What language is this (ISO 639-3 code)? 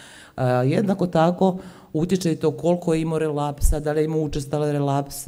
hrv